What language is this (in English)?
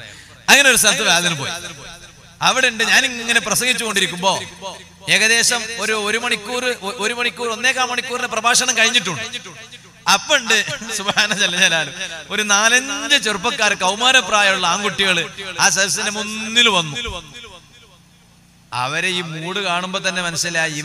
Malayalam